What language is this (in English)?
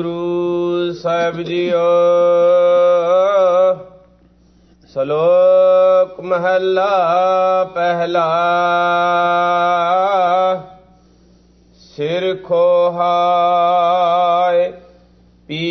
Punjabi